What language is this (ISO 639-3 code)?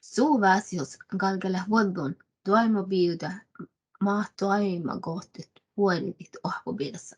sme